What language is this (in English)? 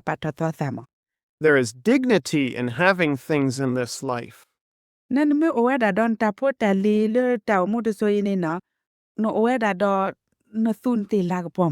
S'gaw Karen